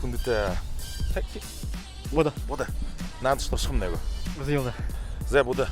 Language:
Buriat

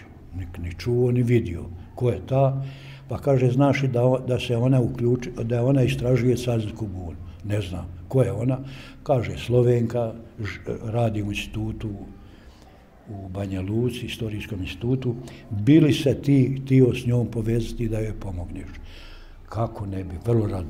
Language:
Bosnian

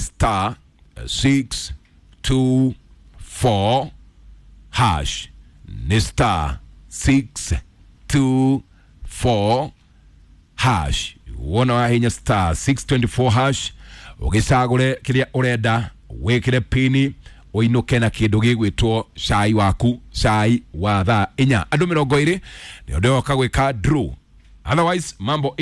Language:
Kikuyu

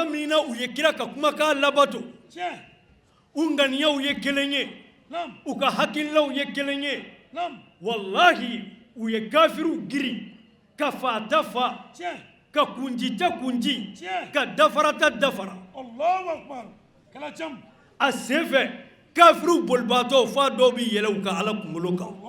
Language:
Bambara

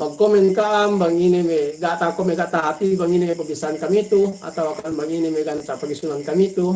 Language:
Yakan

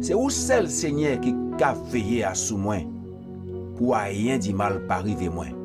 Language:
Guadeloupean Creole French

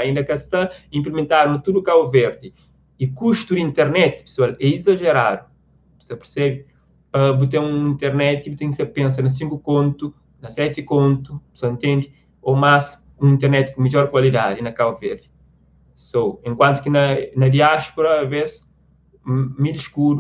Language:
Kabuverdianu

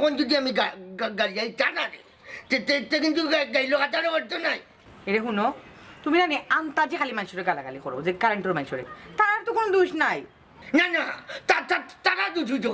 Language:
Sylheti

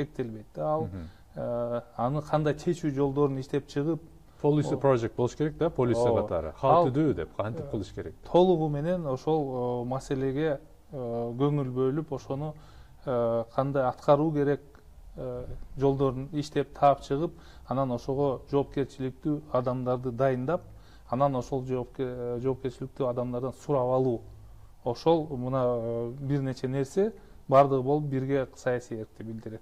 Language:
Kyrgyz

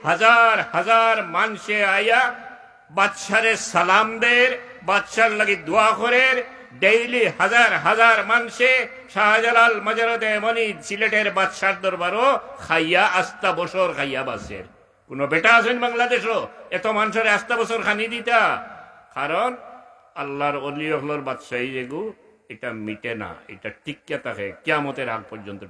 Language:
Sylheti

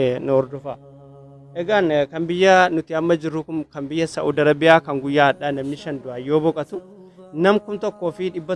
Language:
Oromo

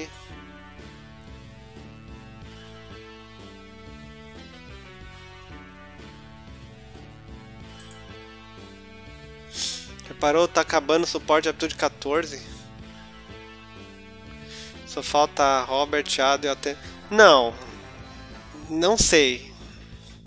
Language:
Portuguese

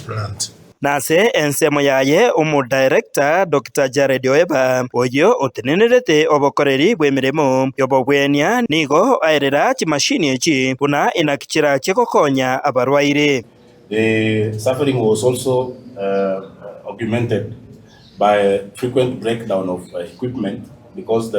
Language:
Gusii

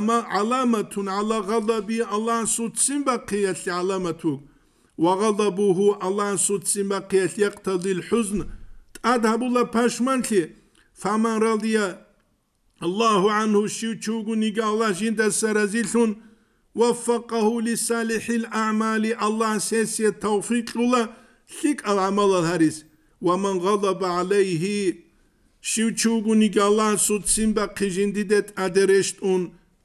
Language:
Avaric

